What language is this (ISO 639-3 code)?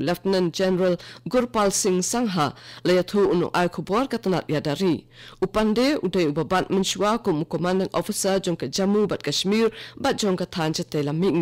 kha